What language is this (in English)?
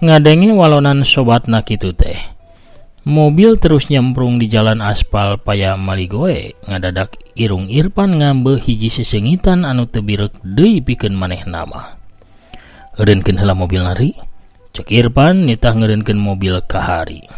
Sundanese